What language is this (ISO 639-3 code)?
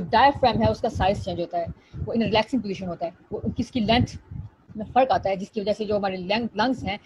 urd